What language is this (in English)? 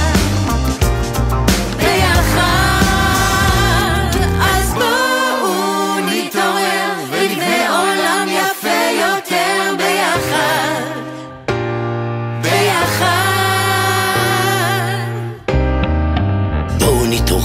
Hebrew